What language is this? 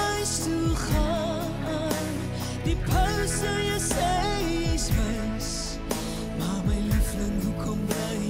Afrikaans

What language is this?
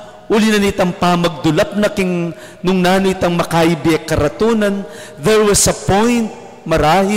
Pampanga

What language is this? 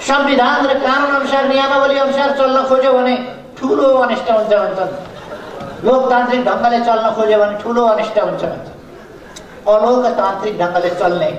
Nepali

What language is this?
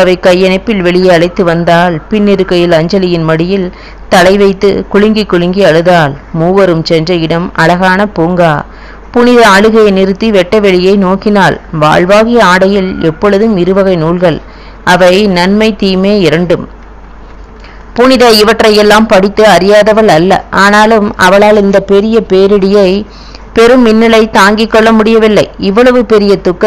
Tamil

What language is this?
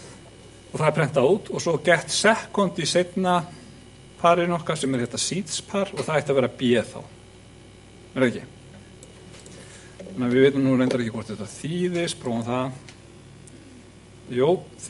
Icelandic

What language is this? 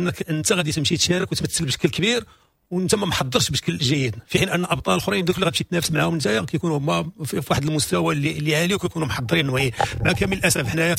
Moroccan Arabic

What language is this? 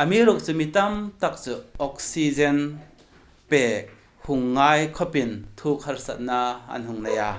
Hmar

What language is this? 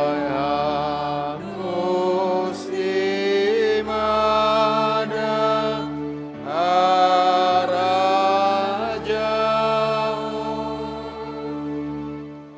Batak Simalungun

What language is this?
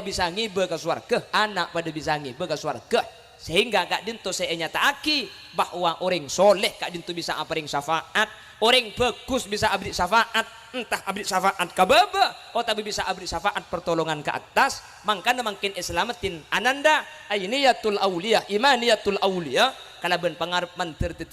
Madurese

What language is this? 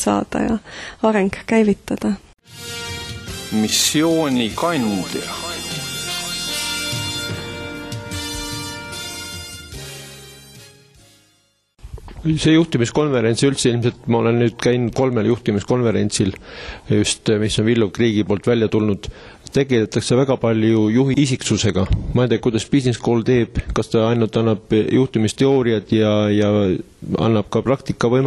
Estonian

